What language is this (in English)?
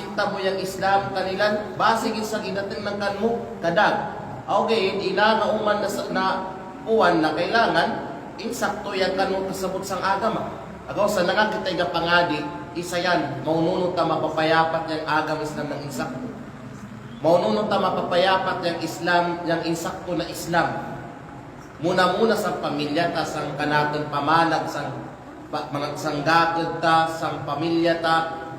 Kalagan